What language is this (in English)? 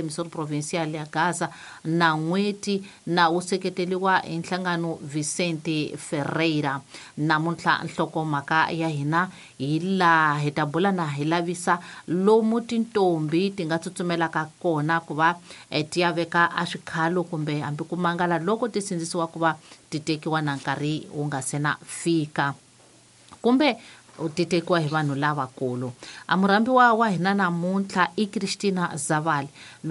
Tsonga